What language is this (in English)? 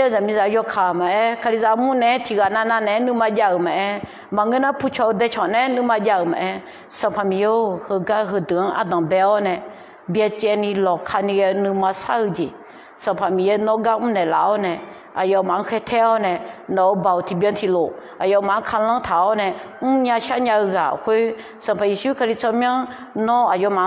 Akha